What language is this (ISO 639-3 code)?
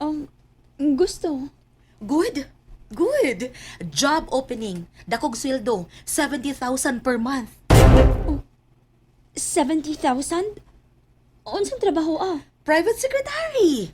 ceb